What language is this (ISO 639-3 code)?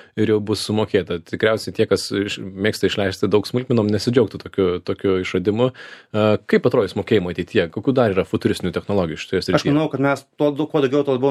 lit